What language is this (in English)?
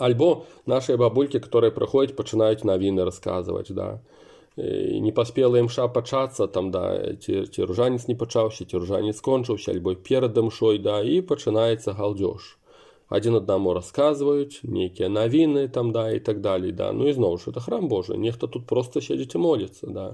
Belarusian